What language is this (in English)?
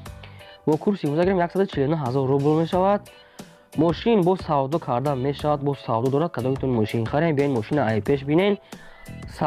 Tajik